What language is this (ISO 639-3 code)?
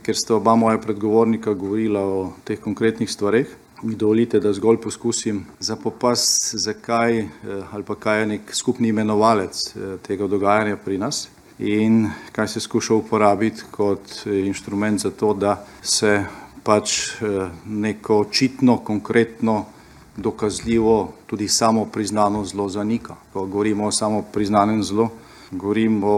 slv